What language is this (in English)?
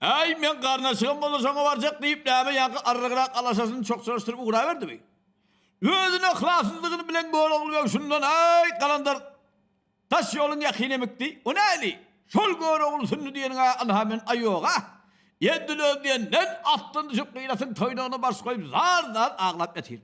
Turkmen